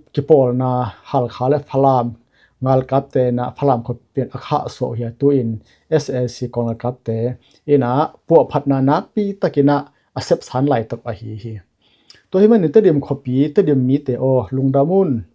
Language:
Tedim Chin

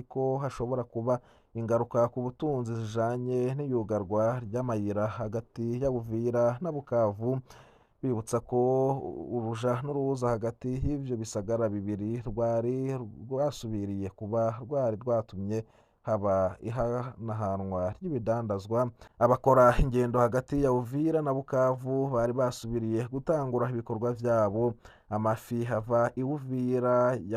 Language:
Rundi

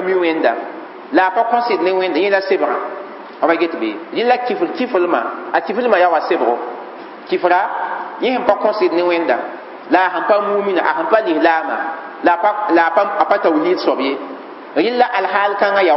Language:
Mossi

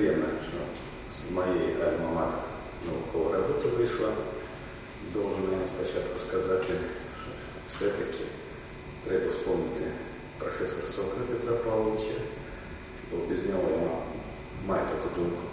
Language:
Ukrainian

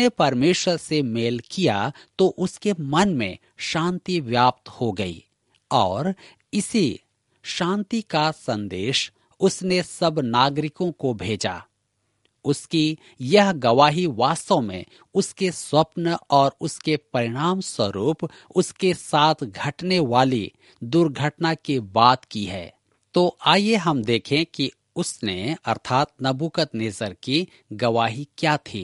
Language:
Hindi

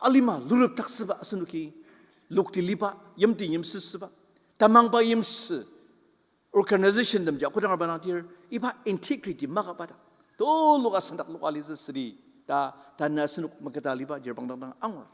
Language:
Ao Naga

